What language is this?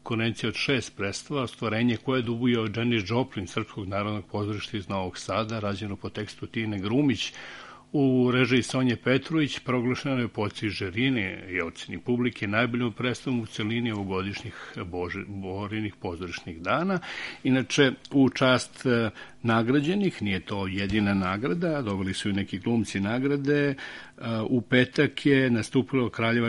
Serbian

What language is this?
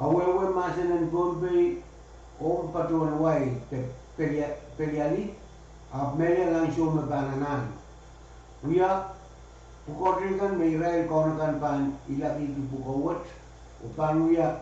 Pohnpeian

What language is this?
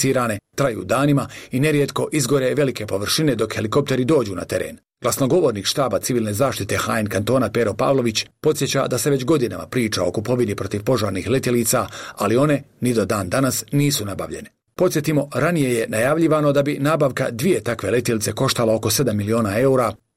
Croatian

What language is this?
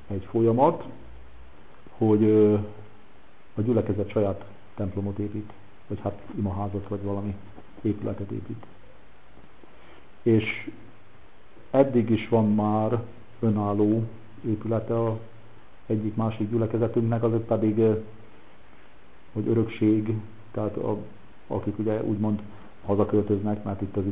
Hungarian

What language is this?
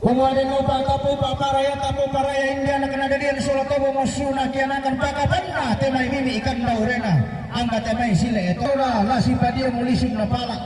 Toraja-Sa'dan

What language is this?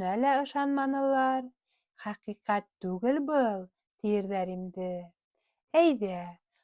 Bashkir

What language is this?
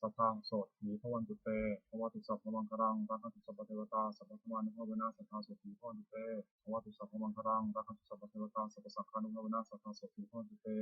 Pali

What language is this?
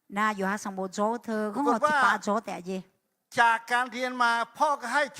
Akha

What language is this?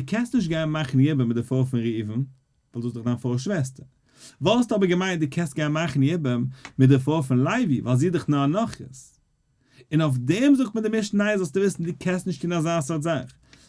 Yiddish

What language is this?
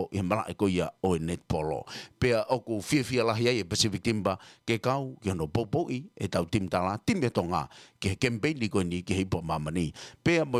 Tongan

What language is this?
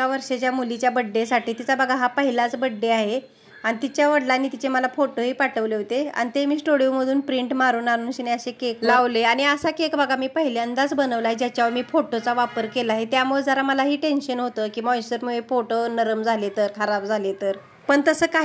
Marathi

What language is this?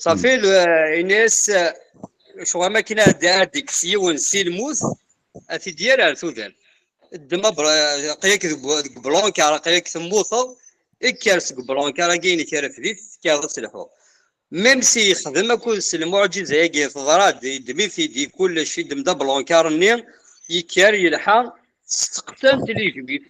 Kabyle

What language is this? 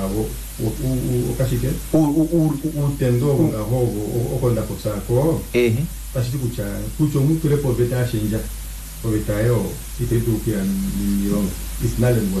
Kuanyama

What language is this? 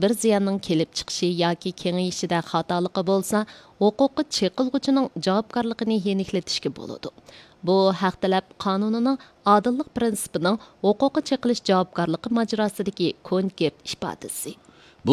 Uyghur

